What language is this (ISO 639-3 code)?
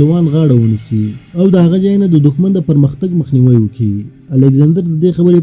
pus